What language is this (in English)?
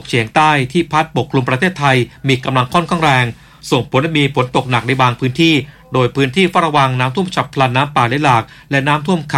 Thai